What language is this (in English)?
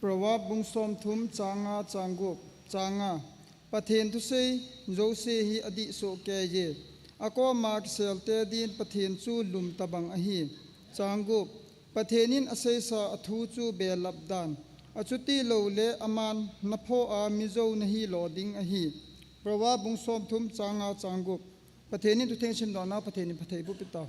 Thado Chin